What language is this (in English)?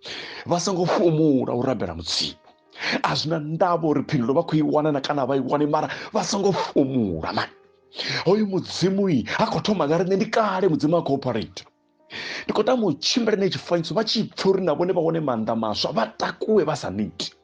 Venda